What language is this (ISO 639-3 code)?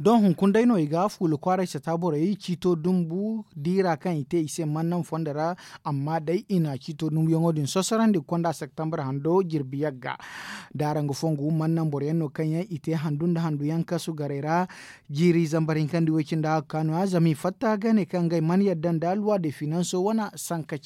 dje